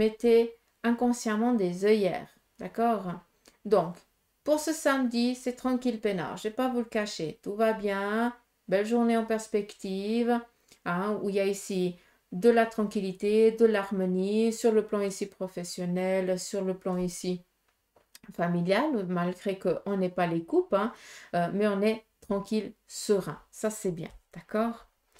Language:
French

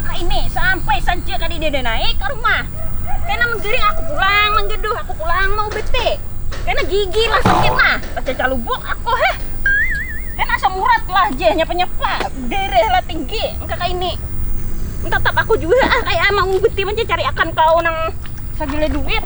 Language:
Banjar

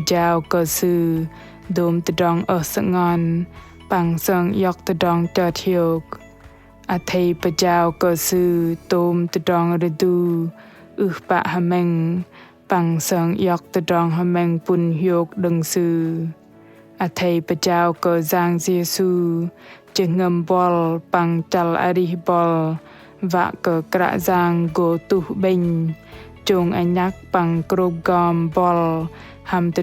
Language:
Bahnar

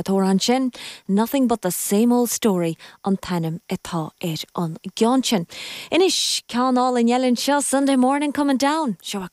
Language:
Irish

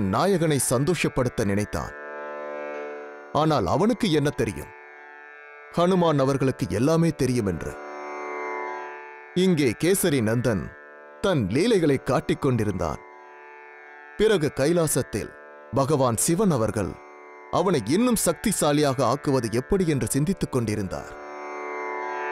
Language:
Tamil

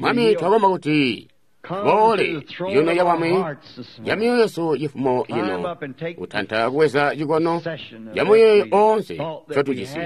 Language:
Tonga (Zambia)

